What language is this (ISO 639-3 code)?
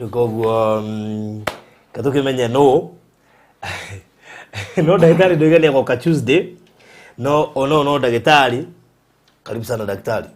kik